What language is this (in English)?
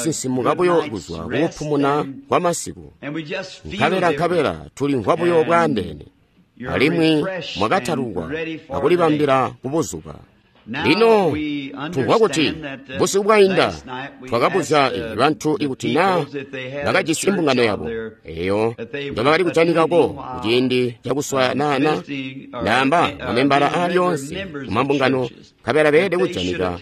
Tonga (Zambia)